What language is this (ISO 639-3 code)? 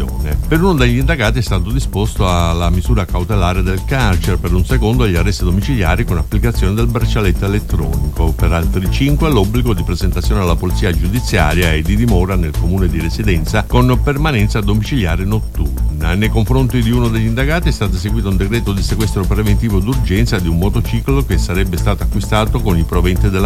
ita